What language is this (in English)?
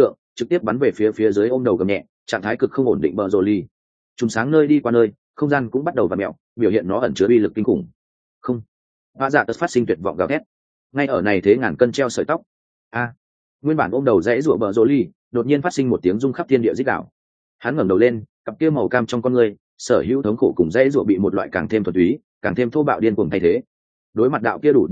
Vietnamese